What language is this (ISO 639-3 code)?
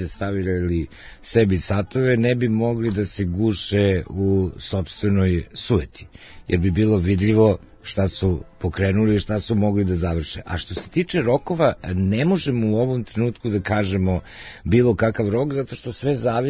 srp